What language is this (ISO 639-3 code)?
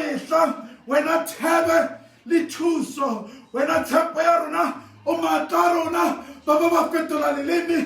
sot